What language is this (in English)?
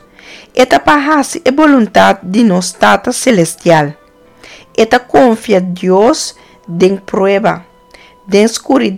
Papiamento